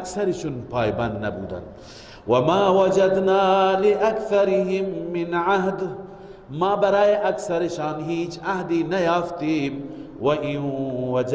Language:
Persian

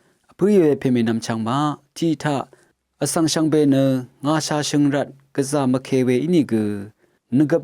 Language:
Rawang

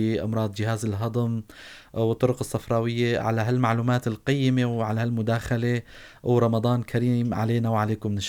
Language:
North Levantine Arabic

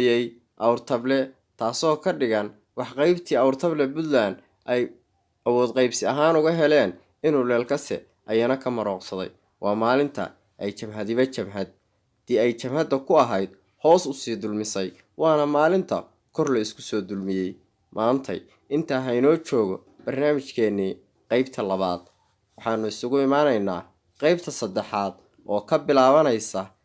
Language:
Somali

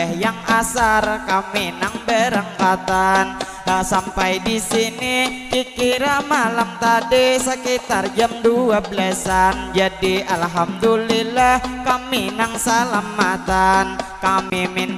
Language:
Banjar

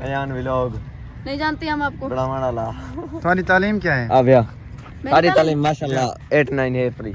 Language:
Saraiki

